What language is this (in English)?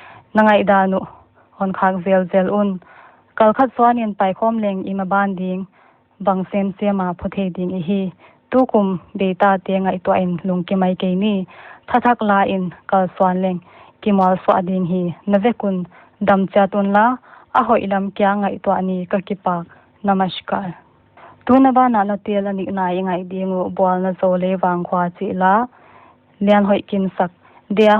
Paite Chin